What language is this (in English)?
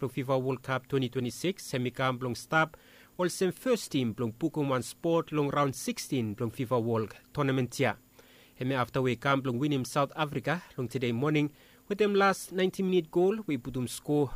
Bislama